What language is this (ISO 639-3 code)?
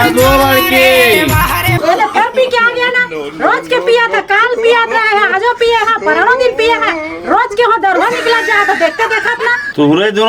hne